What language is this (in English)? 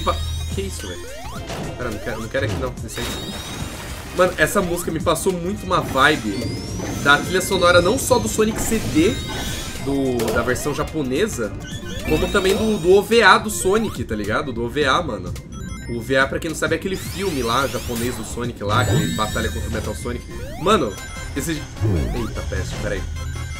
Portuguese